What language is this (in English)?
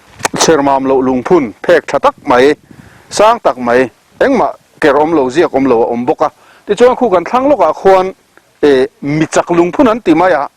Mizo